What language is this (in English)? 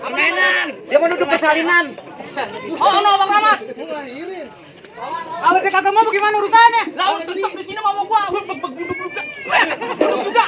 Betawi